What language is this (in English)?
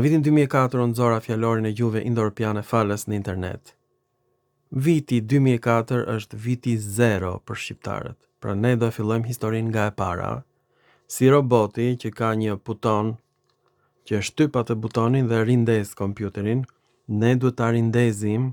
Albanian